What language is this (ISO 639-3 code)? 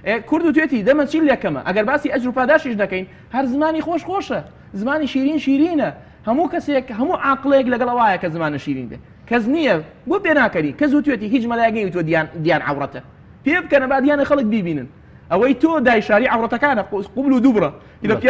ckb